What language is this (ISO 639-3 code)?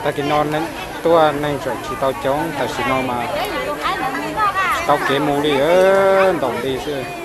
hmn